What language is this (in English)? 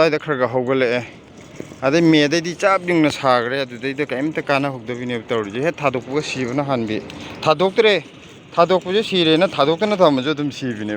Manipuri